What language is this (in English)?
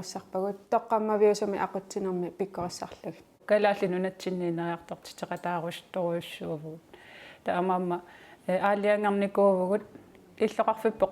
Kalaallisut